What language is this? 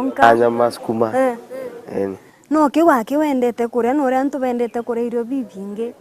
Meru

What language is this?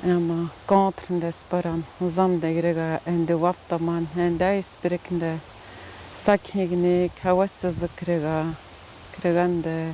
Atikamekw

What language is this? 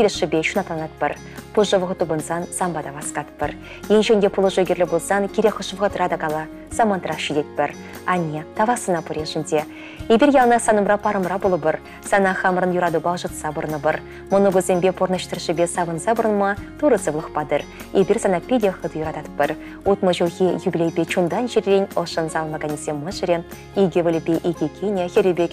Chuvash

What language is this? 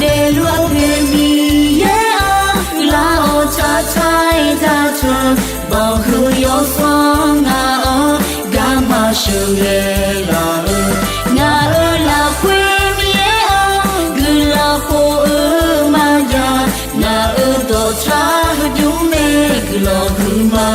Akha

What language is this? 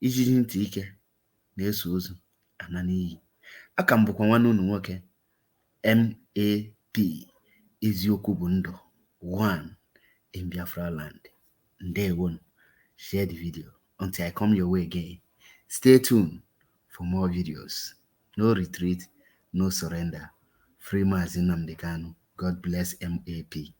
Igbo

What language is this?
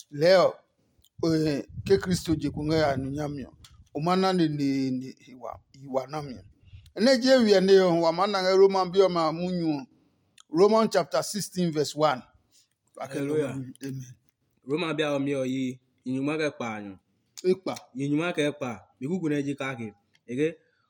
Adangme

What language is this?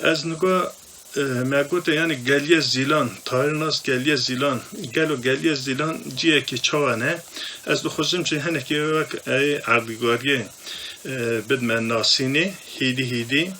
Kurdish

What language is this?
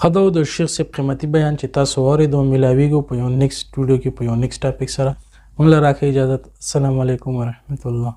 Pashto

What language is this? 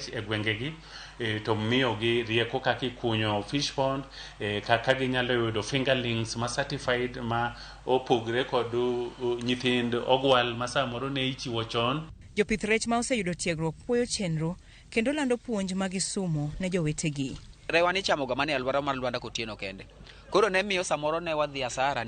Luo (Kenya and Tanzania)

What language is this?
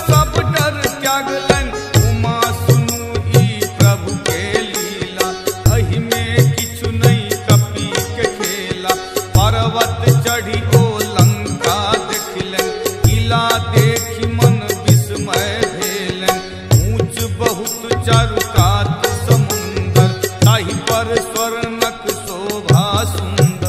Maithili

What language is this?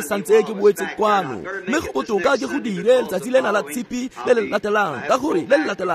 Tswana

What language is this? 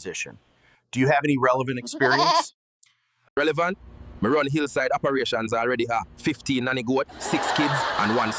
Jamaican Creole English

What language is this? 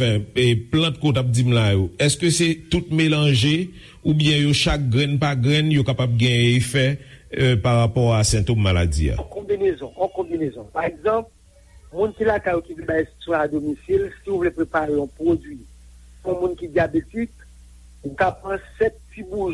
Haitian Creole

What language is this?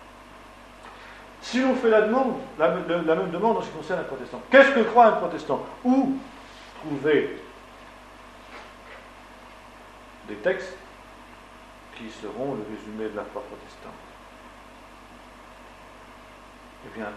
French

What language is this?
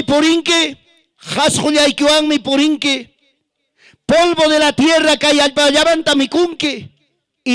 Ayacucho Quechua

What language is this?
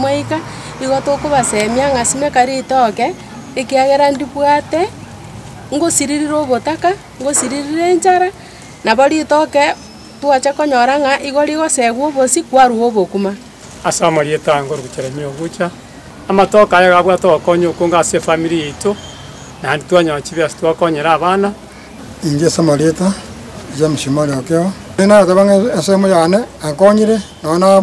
Gusii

